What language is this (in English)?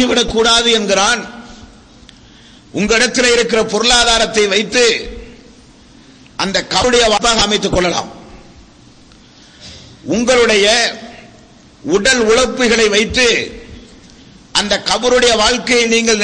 Tamil